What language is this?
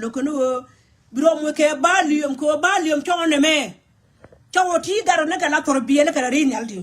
Nuer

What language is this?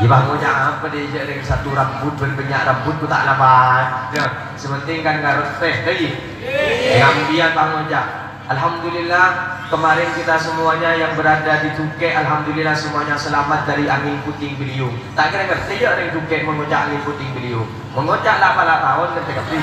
Madurese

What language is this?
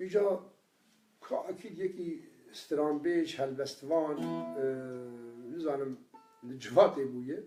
Kurdish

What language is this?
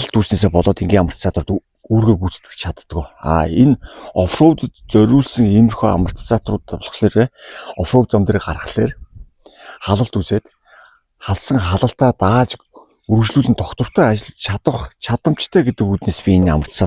Mongolian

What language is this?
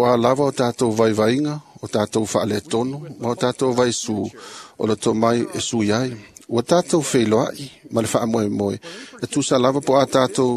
Samoan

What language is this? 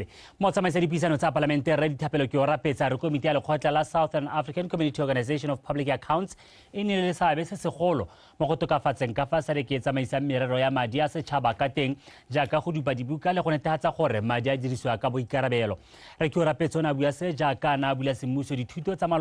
Tswana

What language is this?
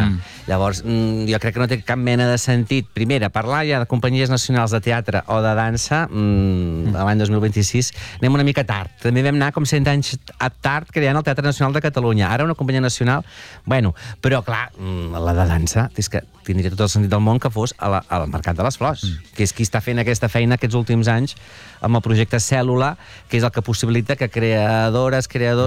Catalan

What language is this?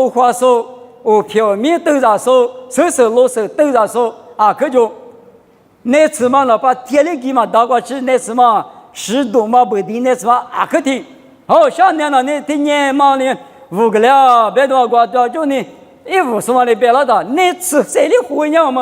Lisu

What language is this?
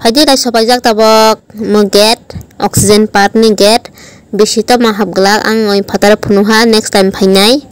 Kok Borok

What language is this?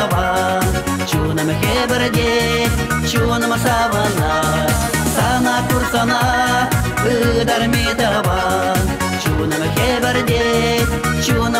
Chuvash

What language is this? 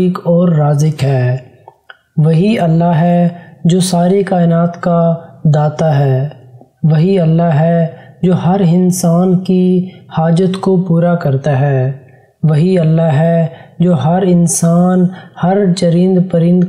Urdu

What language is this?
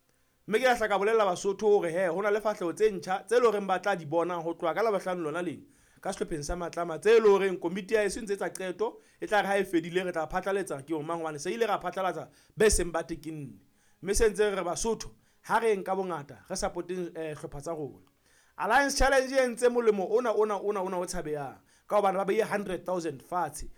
Southern Sotho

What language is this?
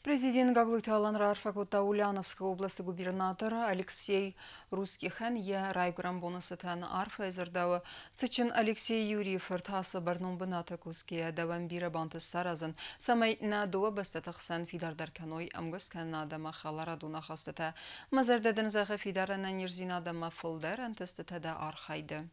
Ossetic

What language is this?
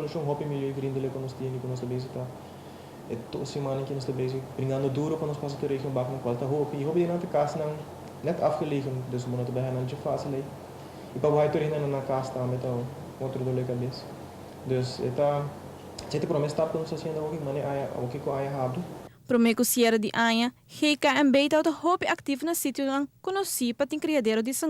Papiamento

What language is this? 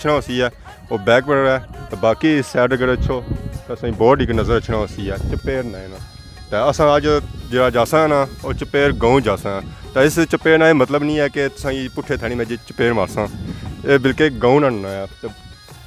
Pahari-Potwari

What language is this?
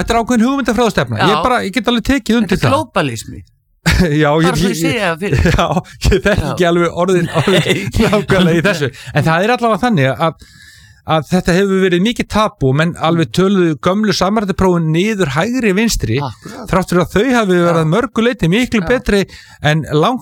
Icelandic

